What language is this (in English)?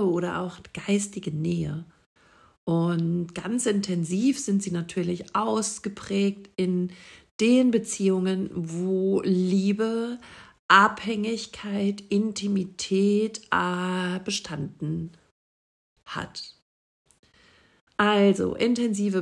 German